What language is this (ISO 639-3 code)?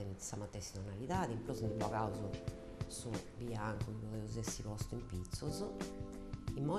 srd